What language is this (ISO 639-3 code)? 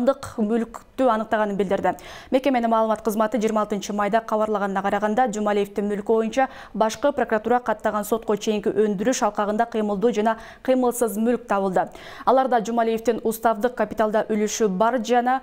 kir